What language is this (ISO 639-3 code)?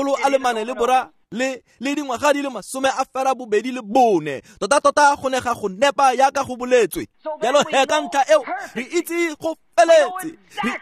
tsn